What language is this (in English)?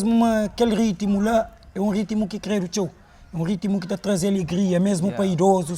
Kabuverdianu